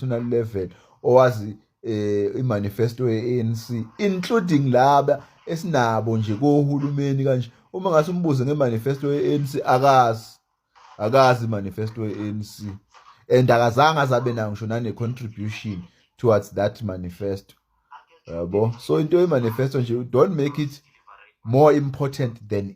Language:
Zulu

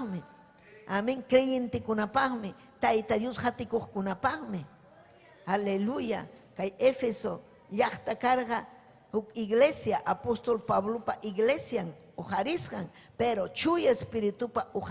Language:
Ayacucho Quechua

